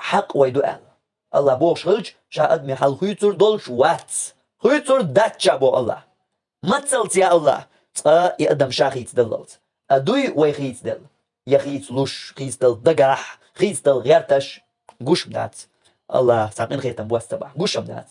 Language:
Chechen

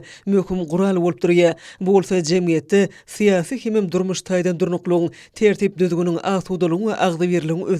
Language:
Turkmen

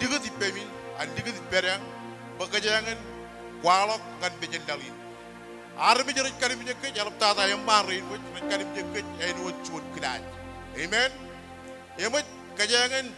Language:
Marshallese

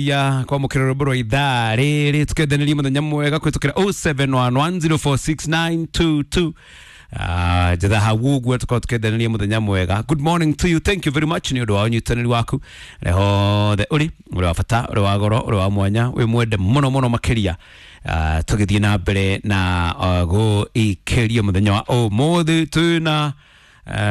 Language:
Kikuyu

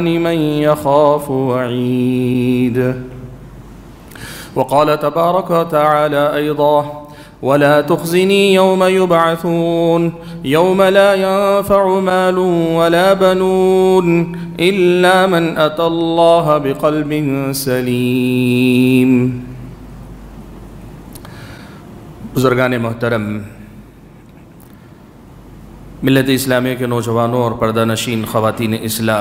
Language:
Urdu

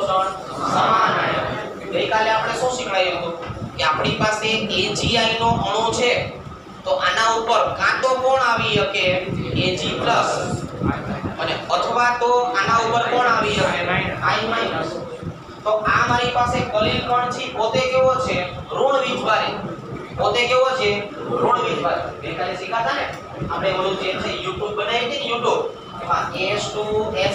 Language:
Gujarati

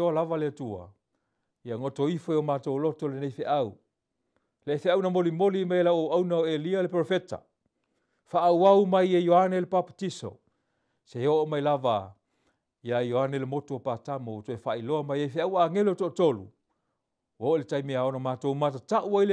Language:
Samoan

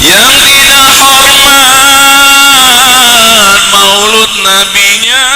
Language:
Betawi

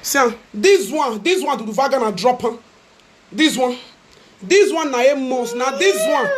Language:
Nigerian Pidgin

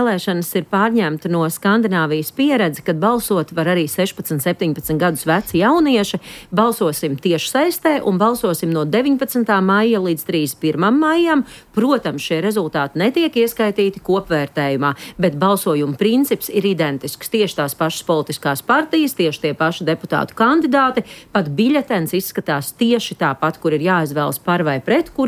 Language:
Latvian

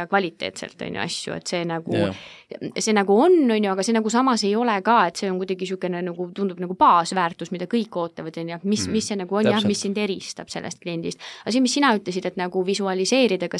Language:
Estonian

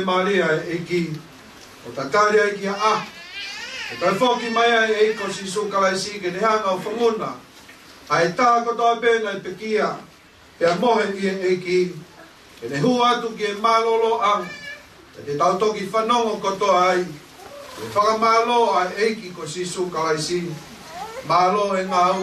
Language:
Tongan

